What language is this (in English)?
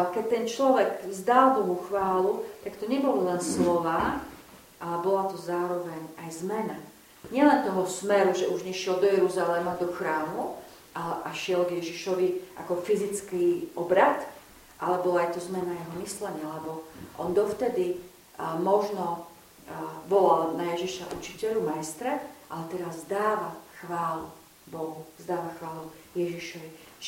Slovak